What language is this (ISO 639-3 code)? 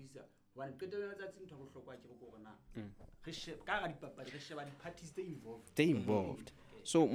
sot